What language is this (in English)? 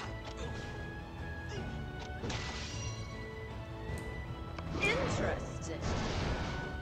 Portuguese